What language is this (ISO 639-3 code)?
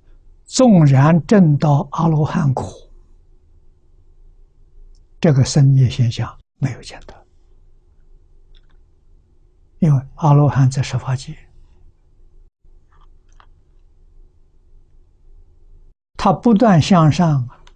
zho